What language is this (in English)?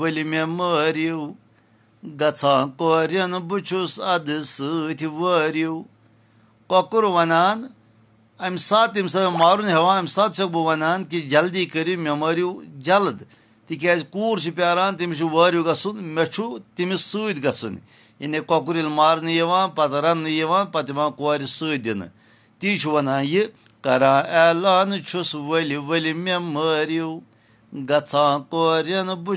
Kashmiri